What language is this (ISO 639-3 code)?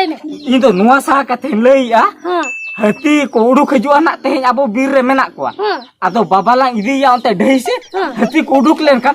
sat